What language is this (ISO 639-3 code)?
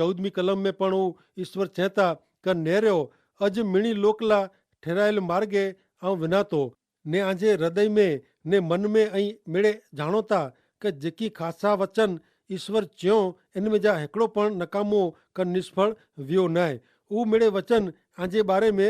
kfr